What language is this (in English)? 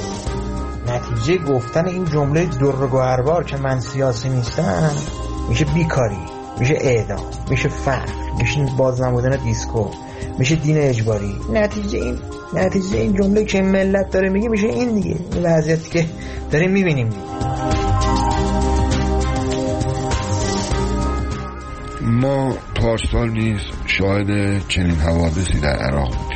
Persian